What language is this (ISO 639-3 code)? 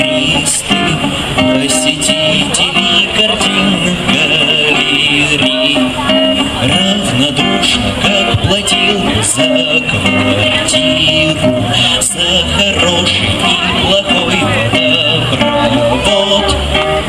rus